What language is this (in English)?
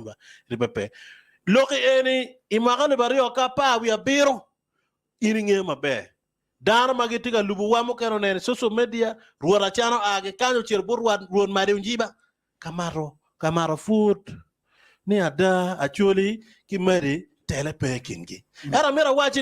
Acoli